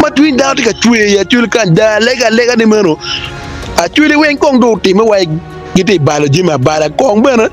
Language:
Acoli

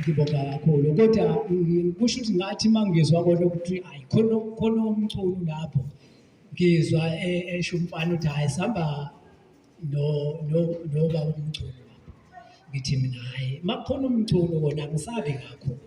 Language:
Zulu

